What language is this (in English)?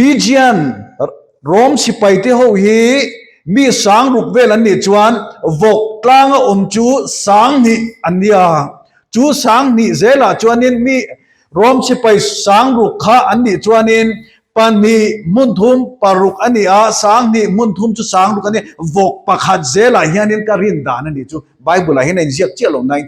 Mizo